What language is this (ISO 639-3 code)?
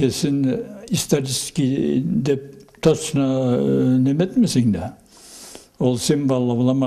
krc